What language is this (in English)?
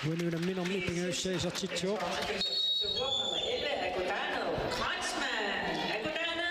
Kalaallisut